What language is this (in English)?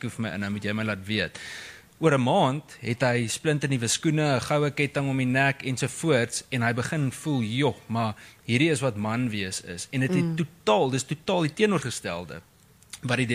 Afrikaans